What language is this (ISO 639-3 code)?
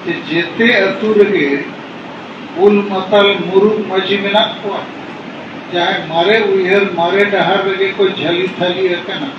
sat